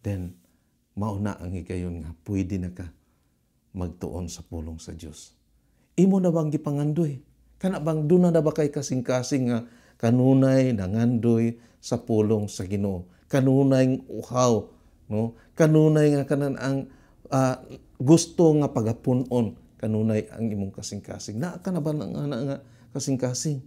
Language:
Cebuano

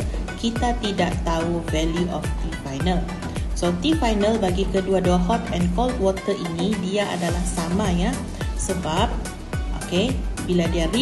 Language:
Malay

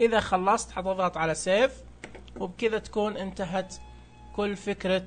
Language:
Najdi Arabic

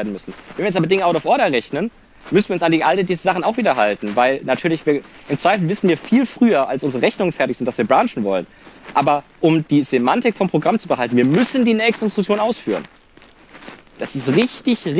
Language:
German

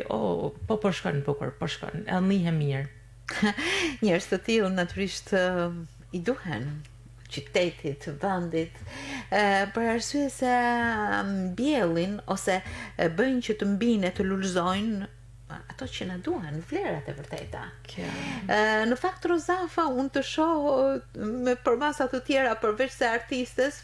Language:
Albanian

